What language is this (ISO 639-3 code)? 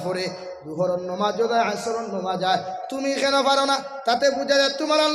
syl